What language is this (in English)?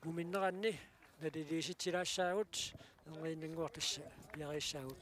Kalaallisut